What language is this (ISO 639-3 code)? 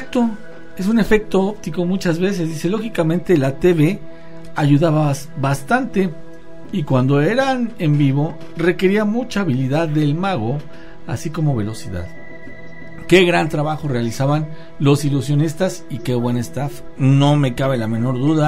spa